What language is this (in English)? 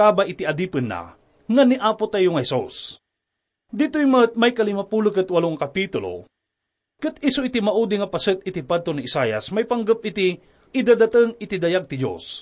Iloko